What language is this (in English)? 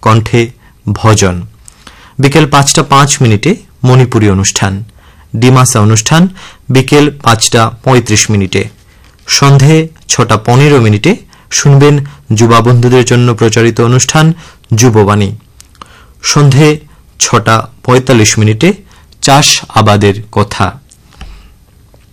Bangla